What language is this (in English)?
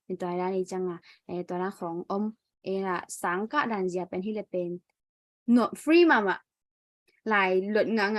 Tedim Chin